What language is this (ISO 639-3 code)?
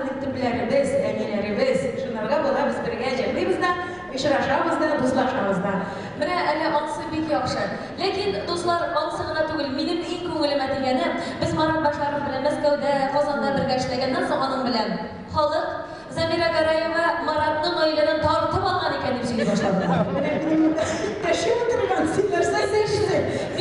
tat